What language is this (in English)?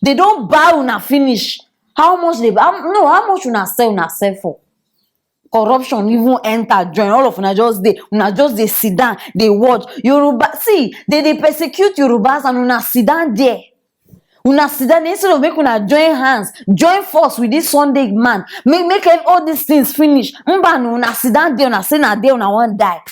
Nigerian Pidgin